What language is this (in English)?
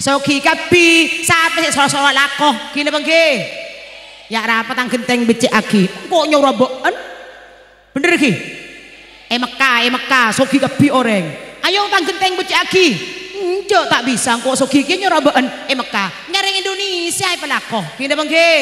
Madurese